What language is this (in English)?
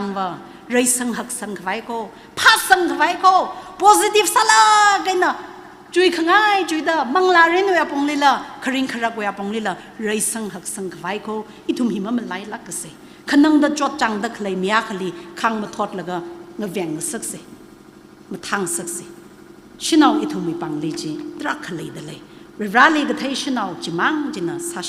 Tangkhul Naga (India)